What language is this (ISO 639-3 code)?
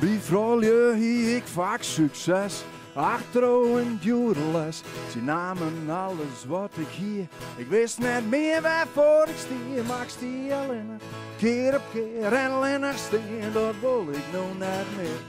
fry